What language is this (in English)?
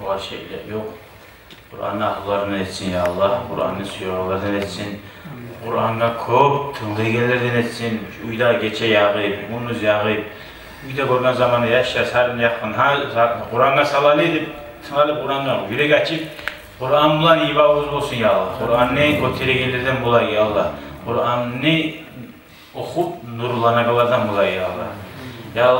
Kumyk